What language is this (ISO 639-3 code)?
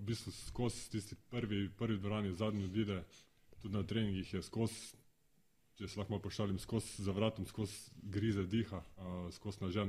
slv